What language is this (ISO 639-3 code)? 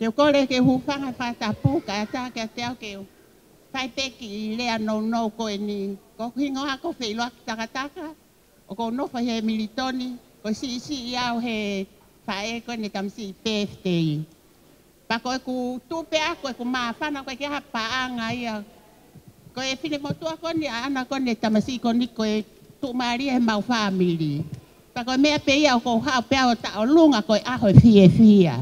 ton